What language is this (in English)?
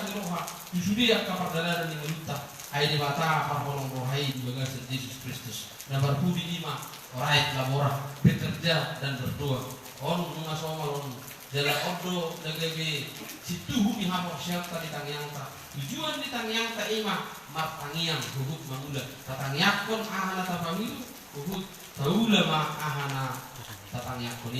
Batak Toba